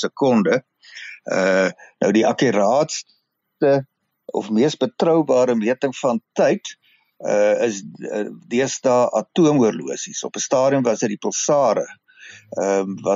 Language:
Afrikaans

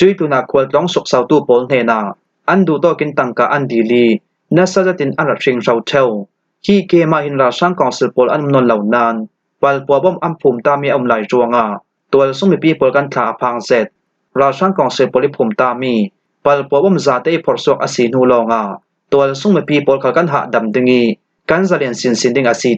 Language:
Falam Chin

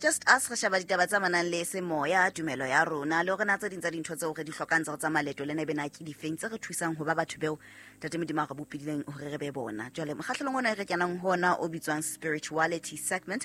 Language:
Southern Sotho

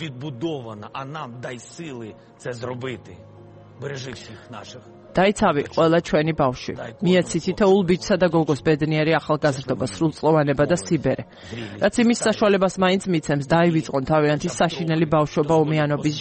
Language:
Georgian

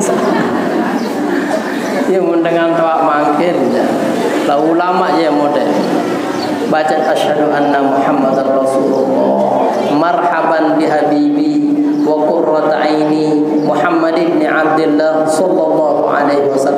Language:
Sasak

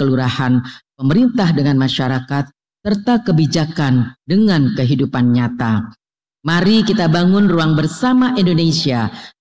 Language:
Indonesian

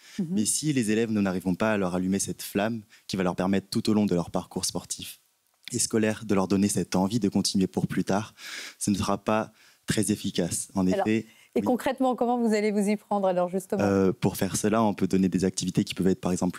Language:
French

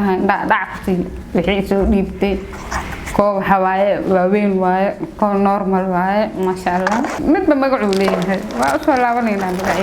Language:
Somali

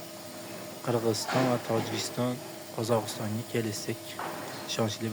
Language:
Uzbek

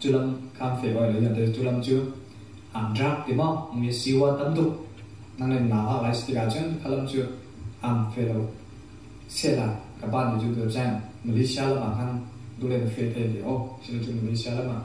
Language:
Falam Chin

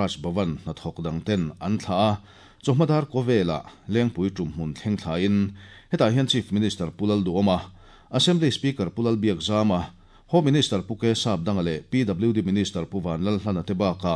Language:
Mizo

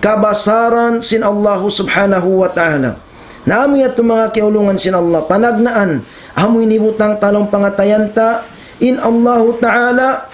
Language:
Tausug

